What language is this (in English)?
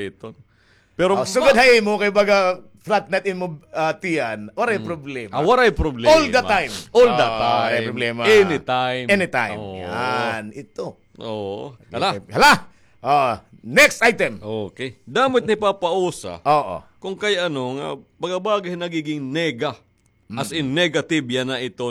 Waray